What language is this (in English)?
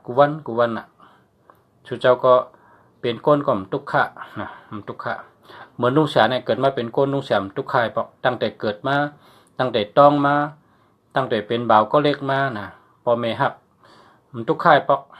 Shan